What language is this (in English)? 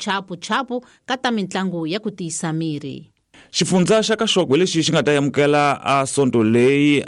Tsonga